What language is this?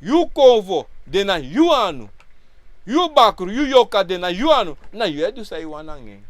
Sranan Tongo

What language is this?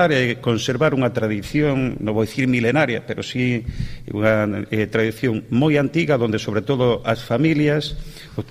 Galician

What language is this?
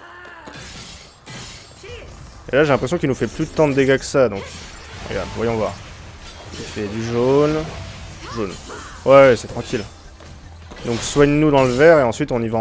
French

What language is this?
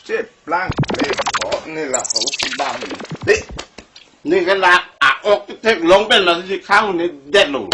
Karbi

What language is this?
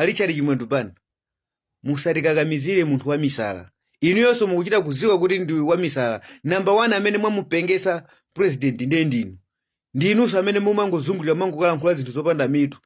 Nyanja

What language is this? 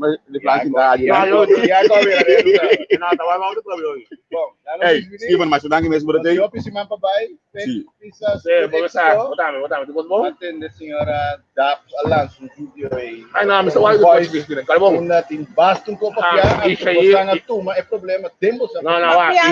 Papiamento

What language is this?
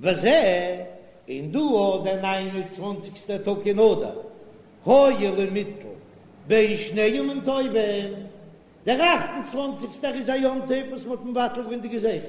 Yiddish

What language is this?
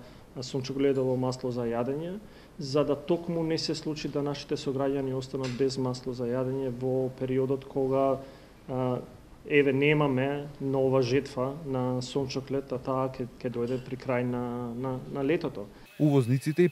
Macedonian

